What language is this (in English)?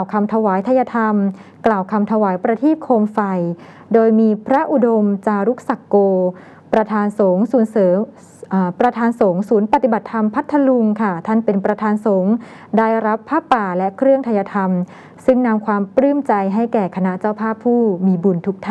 Thai